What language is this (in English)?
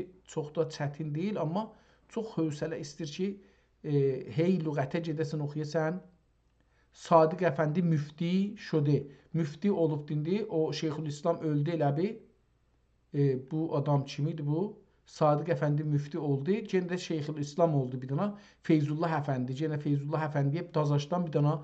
South Azerbaijani